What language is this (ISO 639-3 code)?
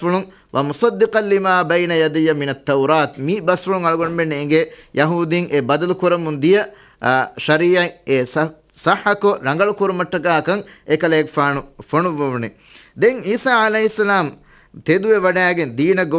div